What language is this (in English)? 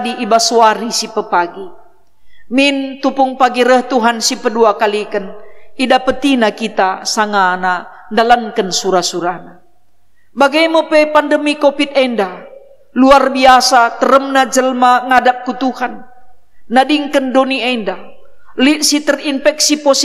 Batak Karo